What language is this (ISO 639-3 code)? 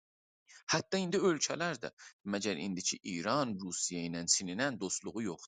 azb